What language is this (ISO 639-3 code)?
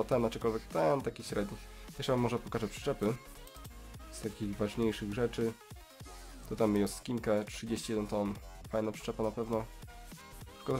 pol